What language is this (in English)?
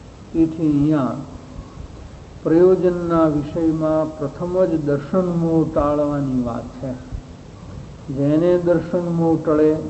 Gujarati